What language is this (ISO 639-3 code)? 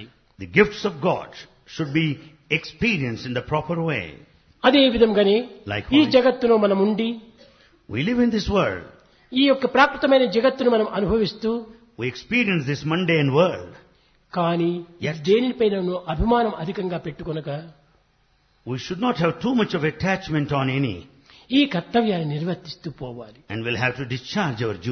tel